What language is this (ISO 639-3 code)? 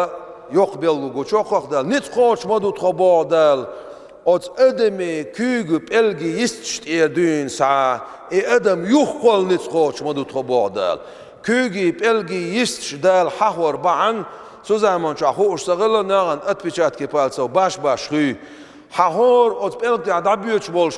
che